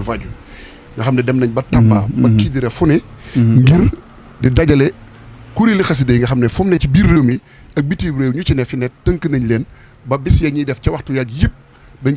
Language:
Wolof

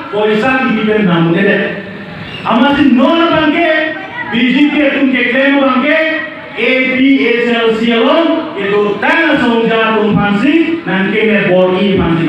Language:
Karbi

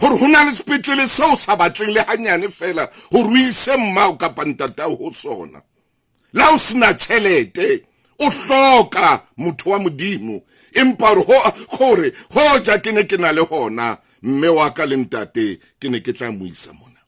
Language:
Southern Sotho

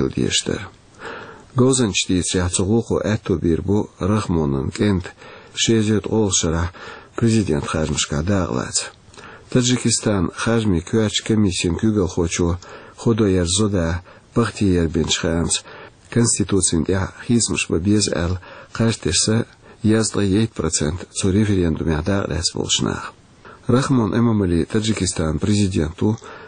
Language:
Chechen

